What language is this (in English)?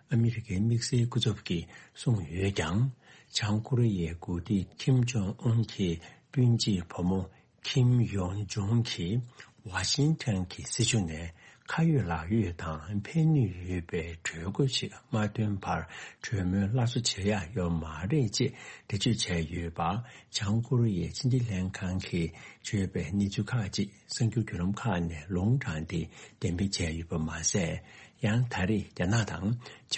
Tibetan